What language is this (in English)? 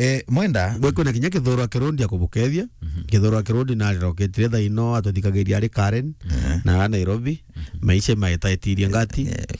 Meru